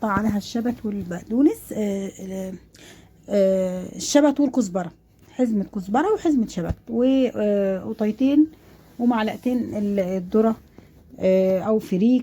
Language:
Egyptian Arabic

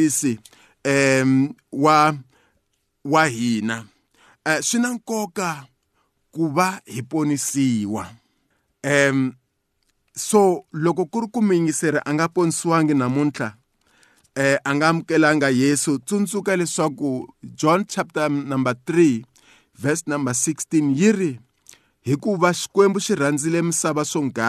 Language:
Tsonga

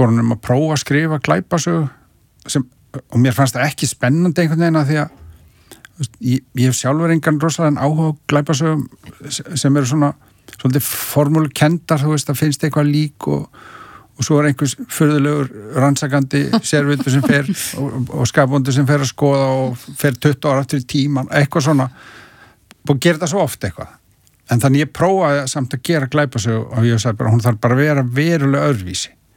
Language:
Icelandic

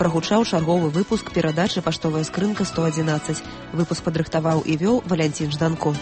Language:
Belarusian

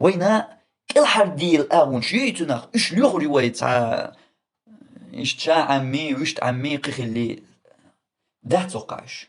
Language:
Chechen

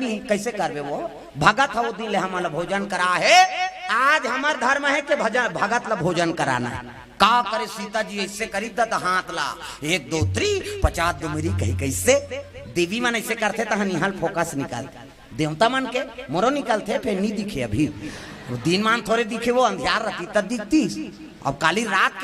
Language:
Chhattisgarhi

